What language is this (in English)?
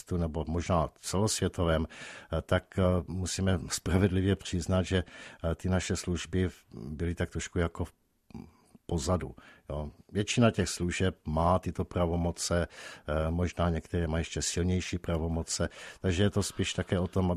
Czech